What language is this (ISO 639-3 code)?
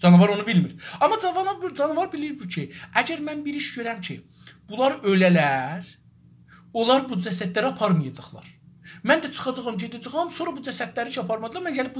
azb